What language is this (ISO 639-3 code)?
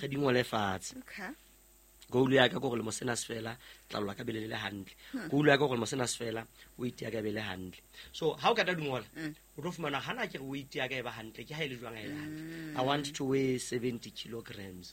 sot